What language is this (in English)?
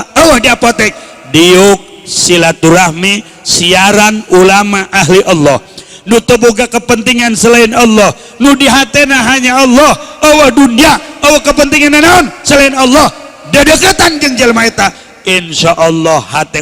Sundanese